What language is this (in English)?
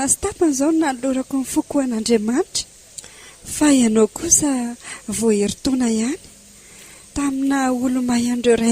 Malagasy